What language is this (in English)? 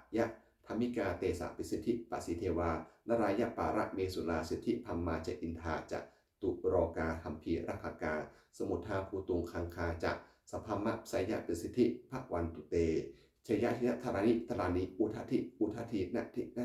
Pali